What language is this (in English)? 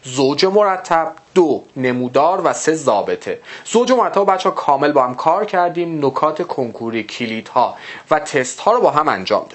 Persian